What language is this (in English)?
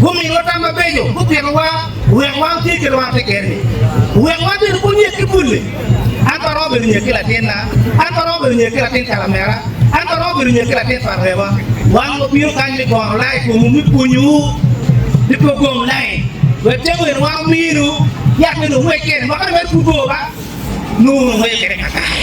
Acoli